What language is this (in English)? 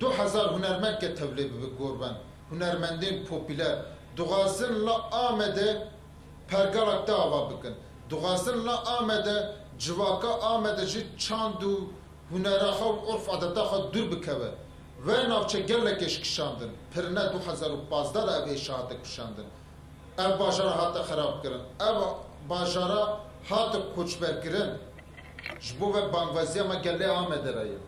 Kurdish